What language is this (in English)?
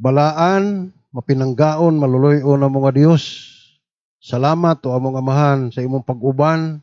Cebuano